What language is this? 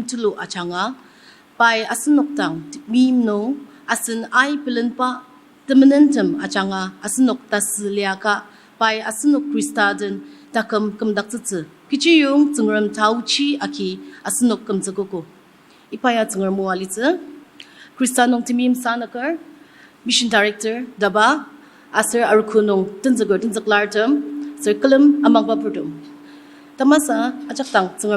Ao Naga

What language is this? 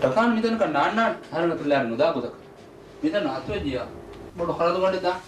Divehi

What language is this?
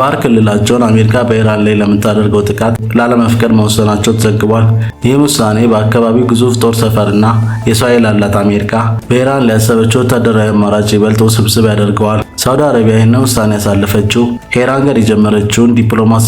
Amharic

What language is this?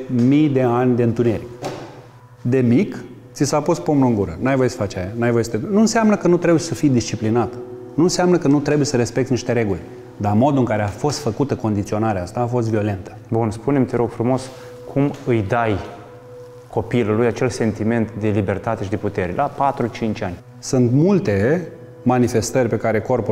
Romanian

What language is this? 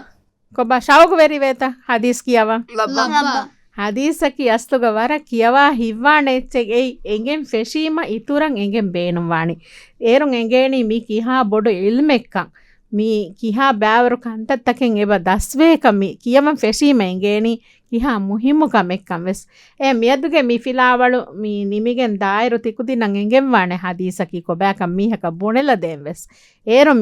Divehi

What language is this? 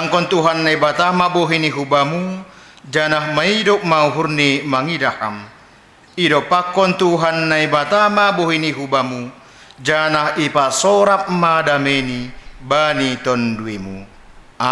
Batak Simalungun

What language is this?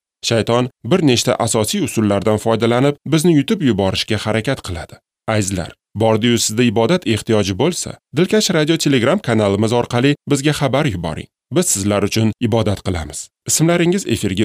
Uzbek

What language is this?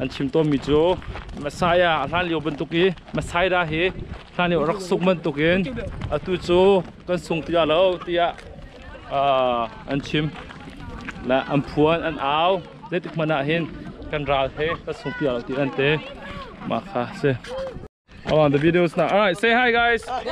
Hakha Chin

